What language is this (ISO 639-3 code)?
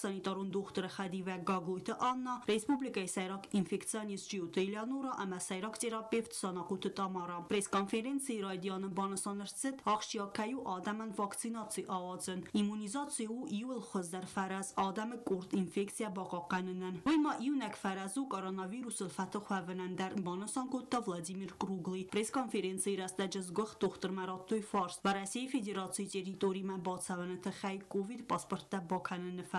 oss